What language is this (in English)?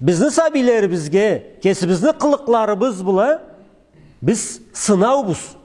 Karachay-Balkar